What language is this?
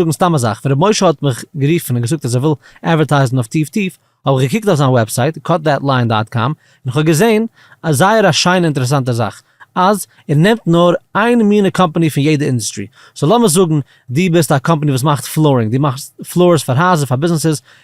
Yiddish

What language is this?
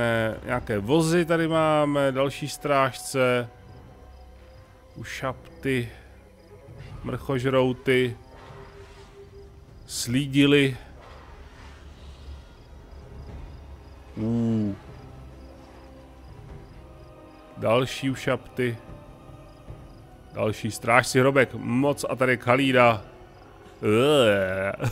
Czech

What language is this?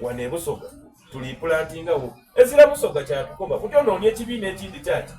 Soga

